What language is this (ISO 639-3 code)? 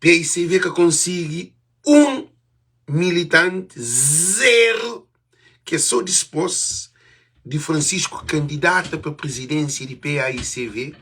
kea